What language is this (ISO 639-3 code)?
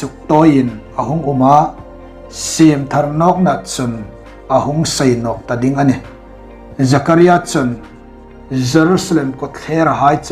hmr